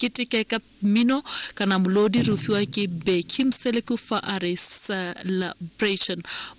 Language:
Tswana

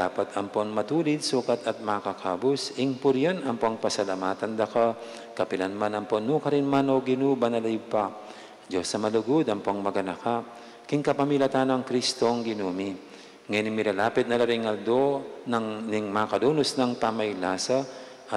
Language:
Pampanga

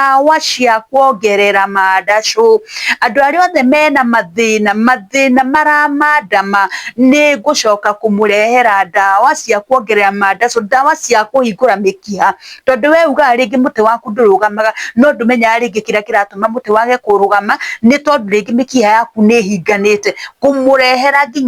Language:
Kikuyu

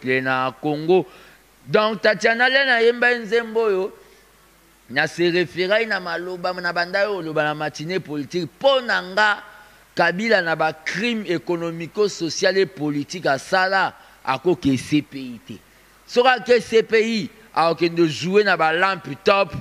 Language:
Lingala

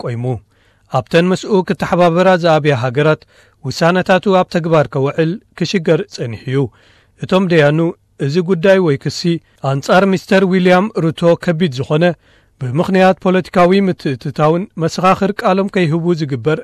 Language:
Tigrinya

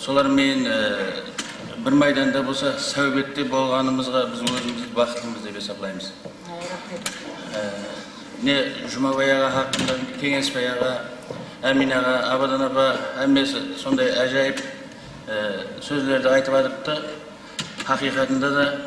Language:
Kara-Kalpak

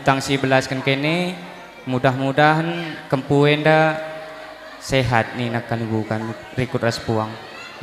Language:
Batak Karo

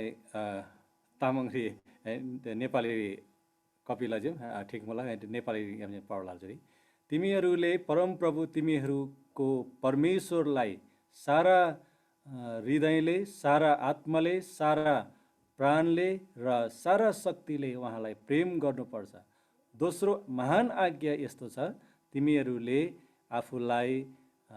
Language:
Eastern Tamang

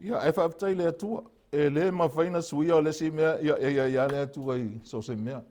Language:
Samoan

